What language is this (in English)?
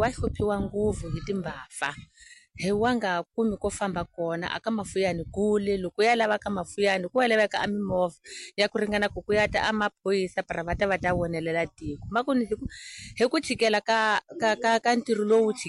Tsonga